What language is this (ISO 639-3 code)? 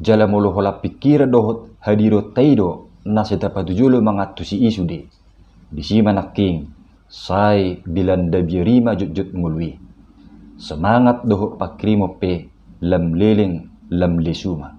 bbc